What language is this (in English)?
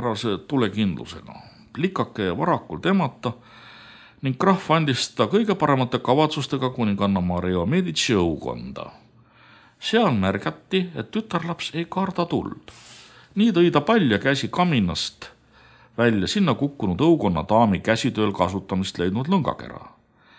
Estonian